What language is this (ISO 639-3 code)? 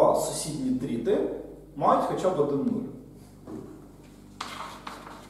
ukr